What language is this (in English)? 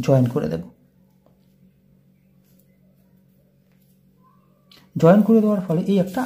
Bangla